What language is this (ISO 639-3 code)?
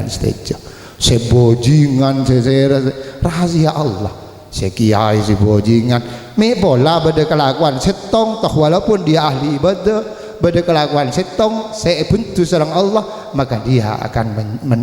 mad